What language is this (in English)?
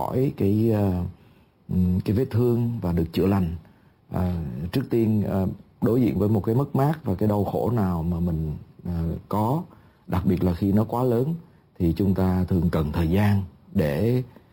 Vietnamese